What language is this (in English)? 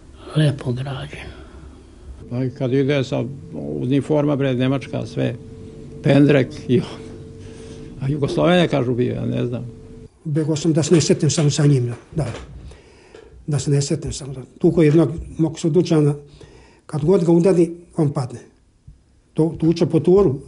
Serbian